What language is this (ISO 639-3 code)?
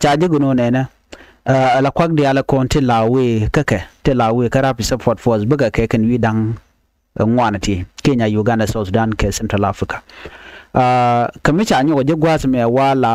nus